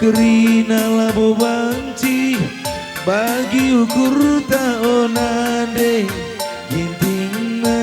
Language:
Batak Karo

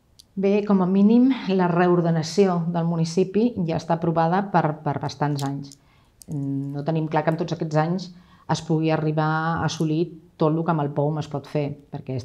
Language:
Catalan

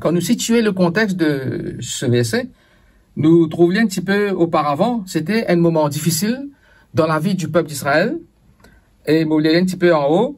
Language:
Morisyen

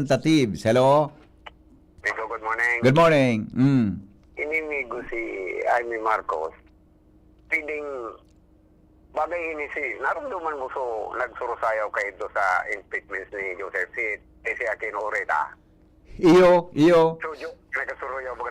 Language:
Bikol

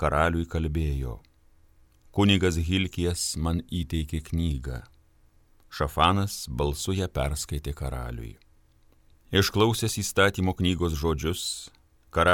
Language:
Lithuanian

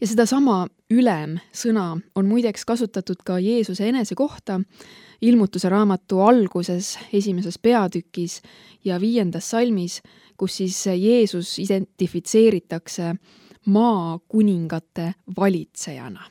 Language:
Estonian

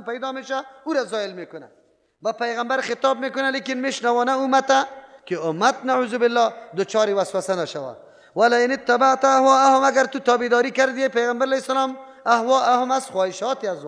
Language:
Persian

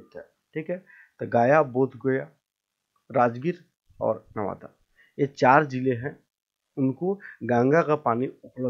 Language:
Hindi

